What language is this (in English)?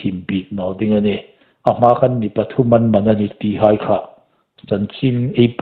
Hmar